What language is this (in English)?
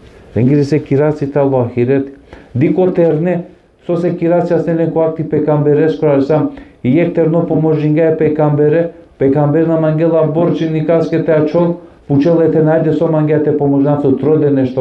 Balkan Romani